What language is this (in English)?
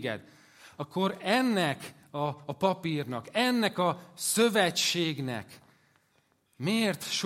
Hungarian